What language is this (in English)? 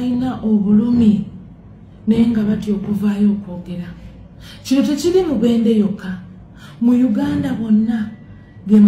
Ganda